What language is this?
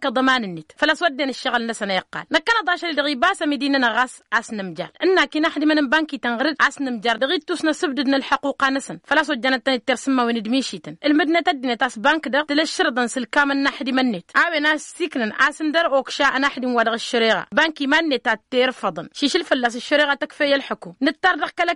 Tamasheq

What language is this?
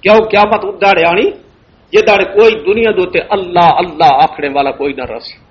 Western Panjabi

